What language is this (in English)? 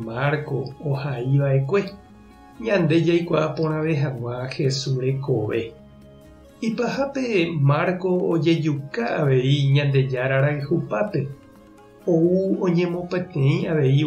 Guarani